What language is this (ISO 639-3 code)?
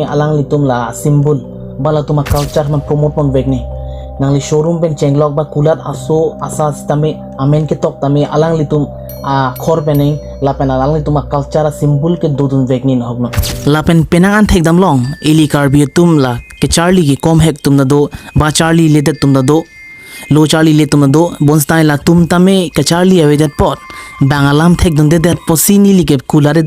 mjw